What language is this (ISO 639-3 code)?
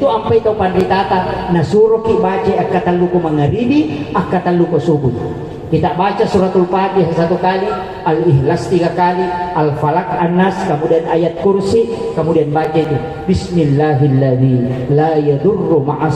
bug